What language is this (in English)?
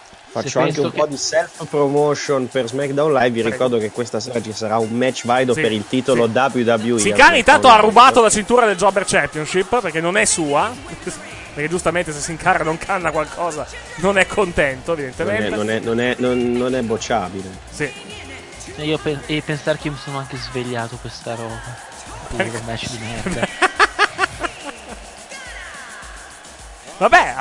Italian